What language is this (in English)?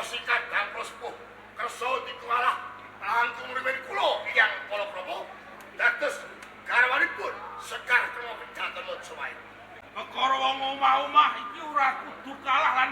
Javanese